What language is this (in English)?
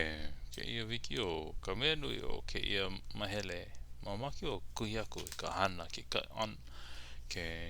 Hawaiian